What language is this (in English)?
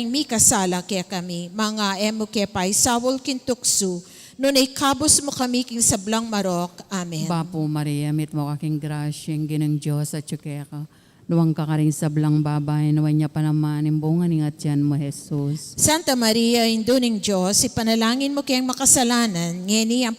Pampanga